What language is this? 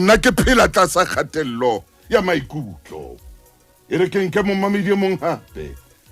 Southern Sotho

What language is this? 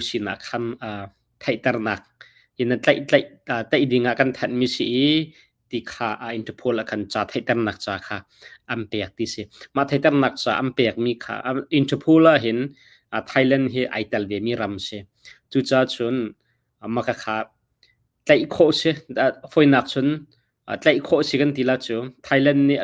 Hakha Chin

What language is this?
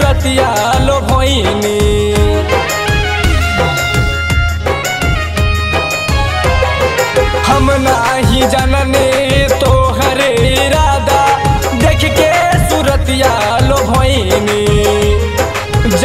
Bhojpuri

